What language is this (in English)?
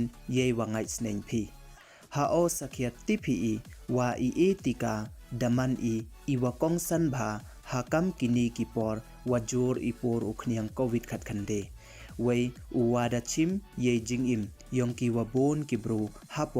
Pnar